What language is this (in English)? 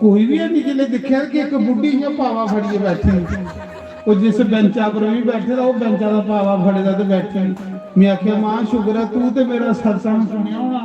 Dogri